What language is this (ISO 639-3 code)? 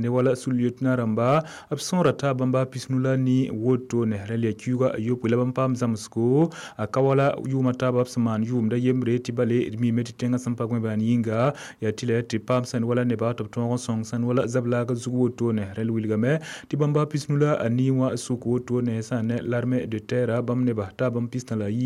mos